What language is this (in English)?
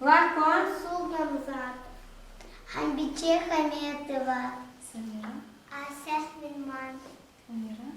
Lezghian